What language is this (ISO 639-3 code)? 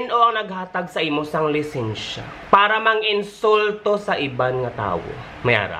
hil